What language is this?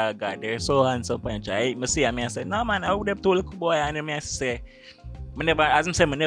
Jamaican Creole English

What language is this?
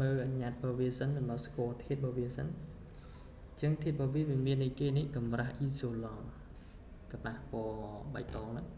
Khmer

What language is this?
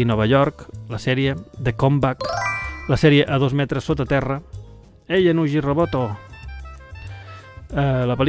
Catalan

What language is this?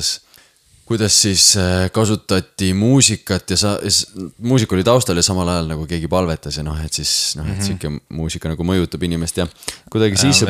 Estonian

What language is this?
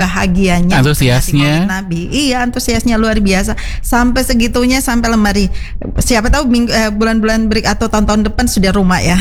Indonesian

